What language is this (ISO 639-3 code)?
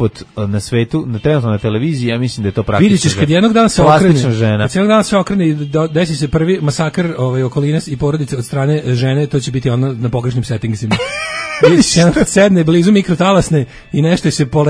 srp